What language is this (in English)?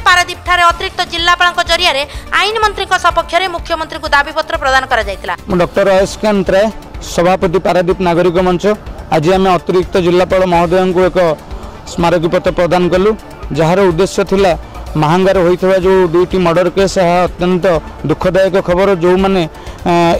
Odia